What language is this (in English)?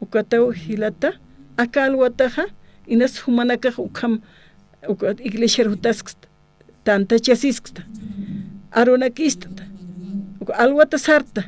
Aymara